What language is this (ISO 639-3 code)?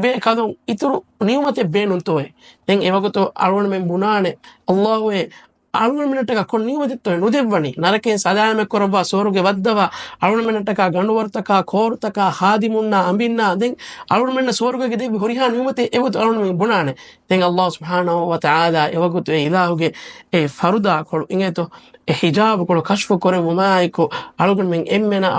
div